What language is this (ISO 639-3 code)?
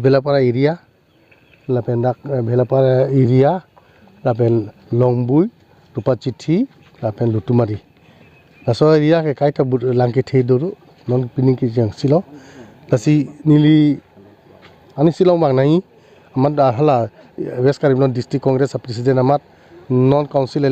mjw